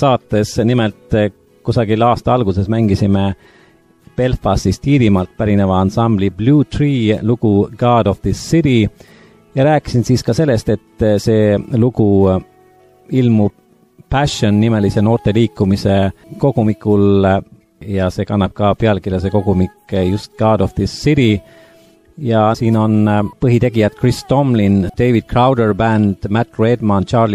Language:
Estonian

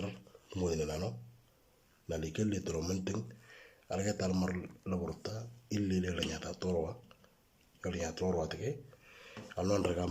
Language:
Moro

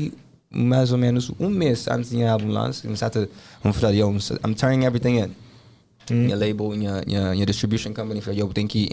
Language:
Kabuverdianu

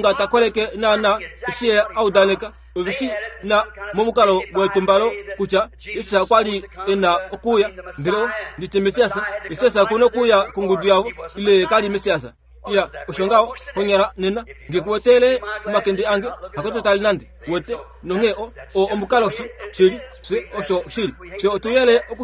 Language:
Kuanyama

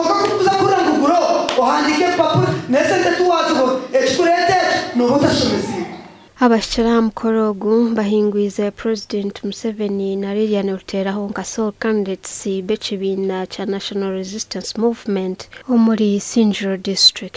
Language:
Nyankole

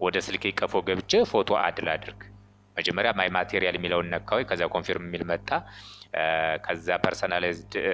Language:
Amharic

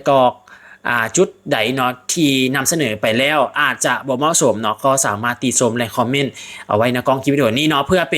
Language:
Lao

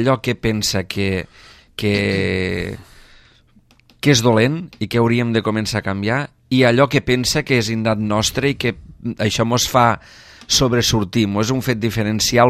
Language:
Catalan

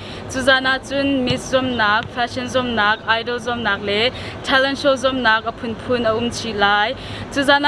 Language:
Hakha Chin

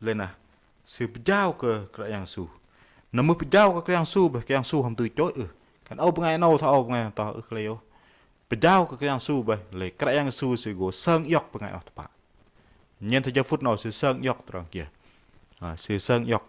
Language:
Bahnar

